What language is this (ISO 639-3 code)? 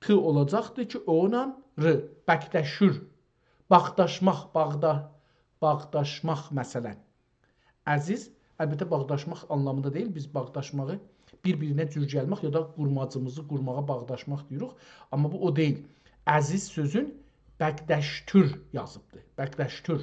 azb